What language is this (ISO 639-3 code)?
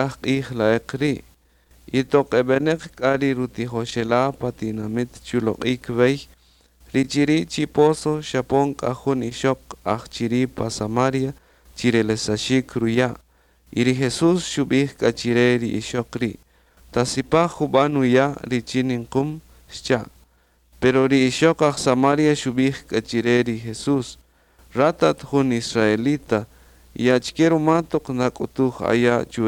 cak